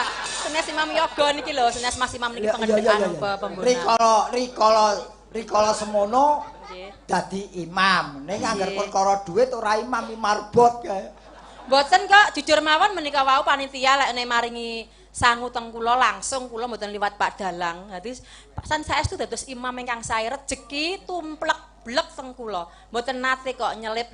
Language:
Javanese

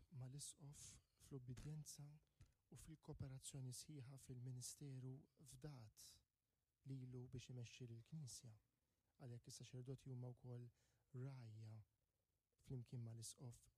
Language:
Maltese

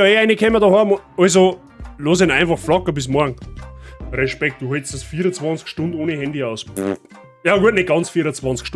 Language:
Bavarian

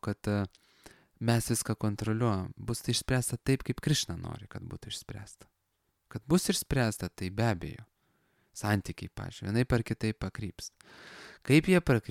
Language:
Lithuanian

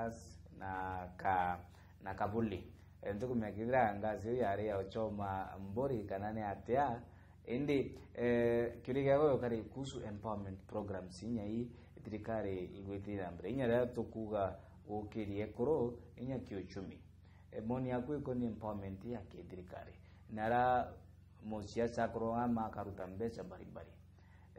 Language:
Meru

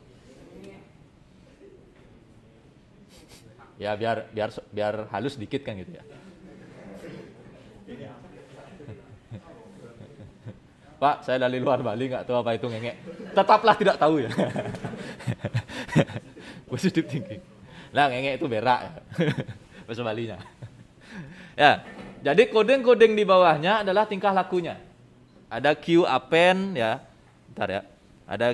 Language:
Indonesian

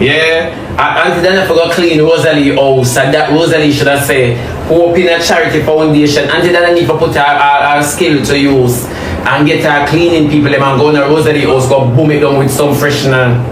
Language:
Jamaican Creole English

